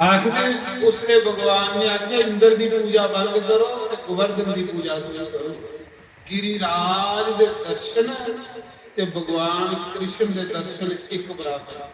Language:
Dogri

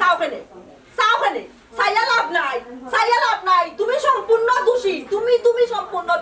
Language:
Sylheti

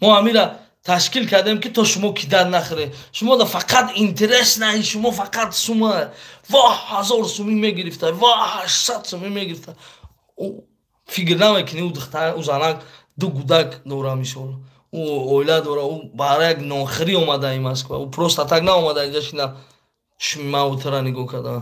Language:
Tajik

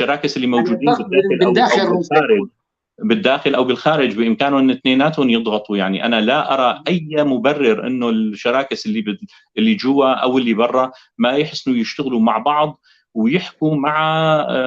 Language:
North Levantine Arabic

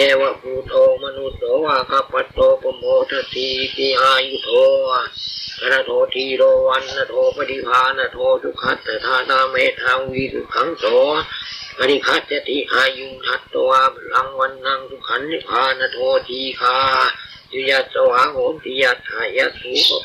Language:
Pali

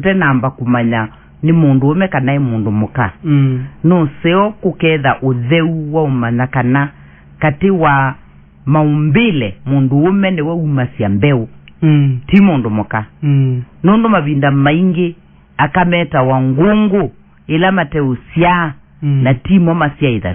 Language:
Kamba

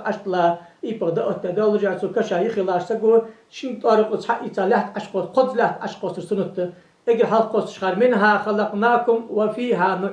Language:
Ingush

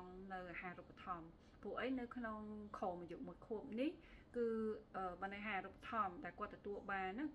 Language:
Khmer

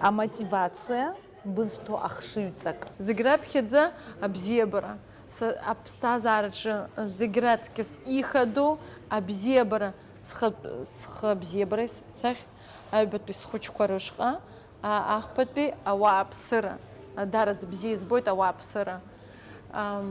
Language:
Abkhazian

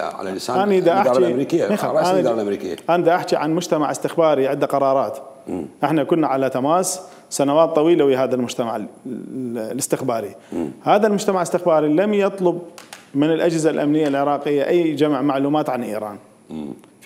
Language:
Mesopotamian Arabic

